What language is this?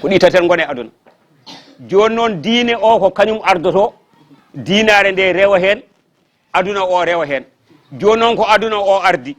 Fula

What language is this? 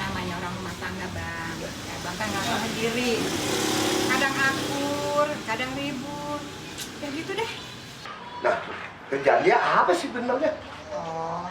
Betawi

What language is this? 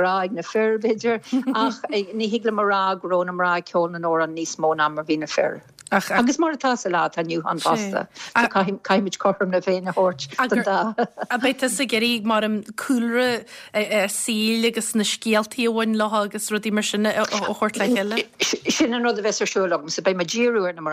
Irish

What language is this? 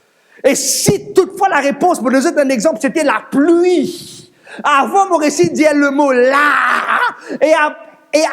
Morisyen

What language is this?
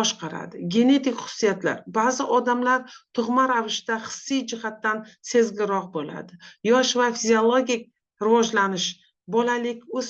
Uzbek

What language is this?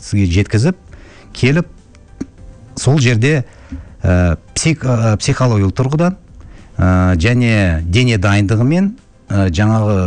Kazakh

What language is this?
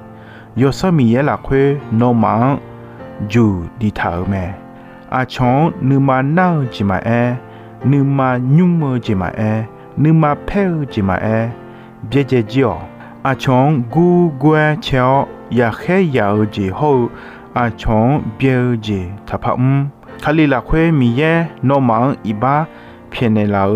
Akha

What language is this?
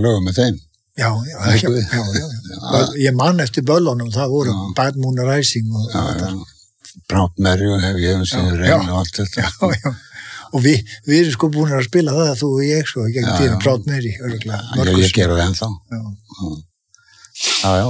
Icelandic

